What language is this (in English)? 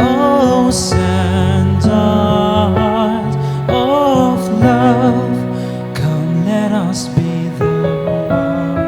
Poumei Naga